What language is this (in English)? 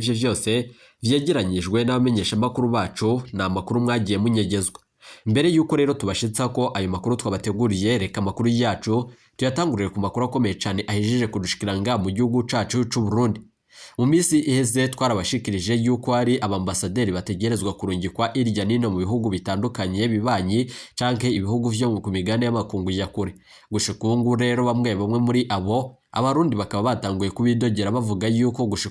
Rundi